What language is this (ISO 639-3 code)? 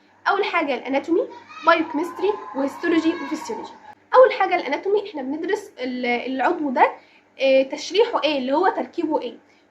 arz